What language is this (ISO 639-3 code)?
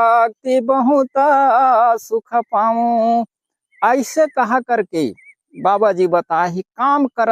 hne